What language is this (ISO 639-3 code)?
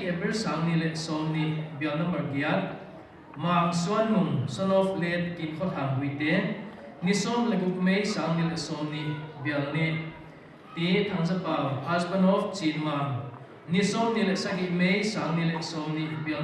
pck